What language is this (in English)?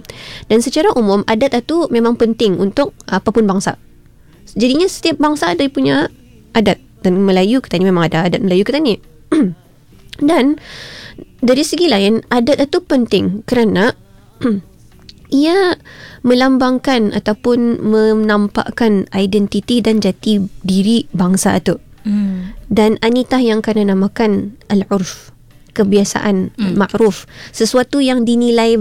Malay